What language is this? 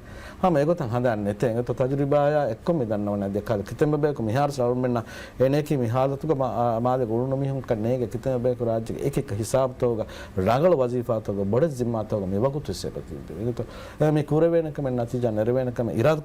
Divehi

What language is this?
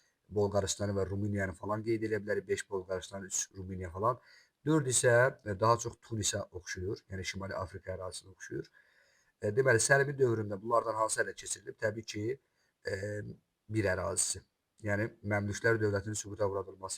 Azerbaijani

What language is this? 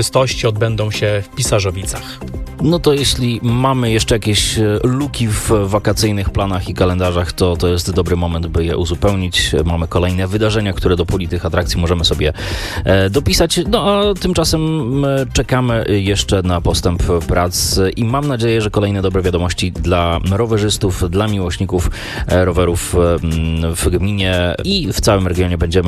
Polish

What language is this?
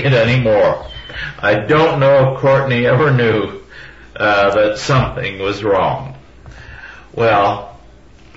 English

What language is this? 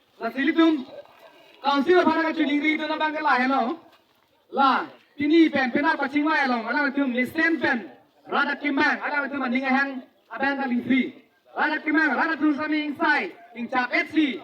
Karbi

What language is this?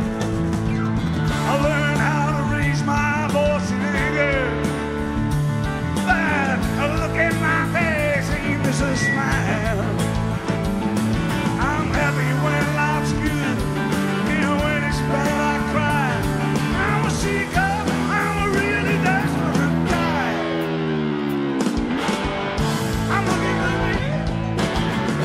English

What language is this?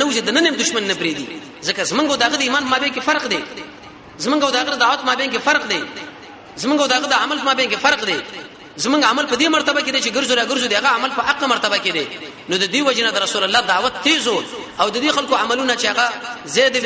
Pashto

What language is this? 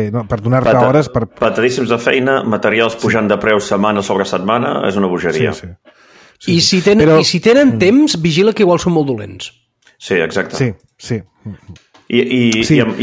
Catalan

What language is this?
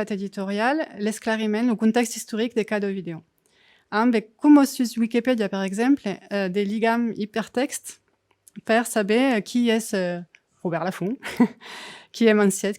Occitan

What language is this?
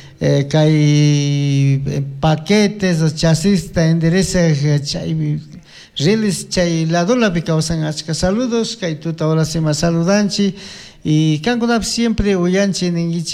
Chimborazo Highland Quichua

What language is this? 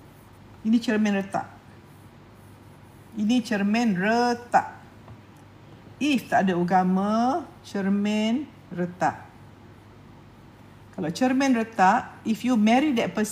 Malay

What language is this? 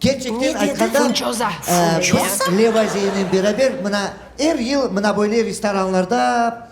Crimean Tatar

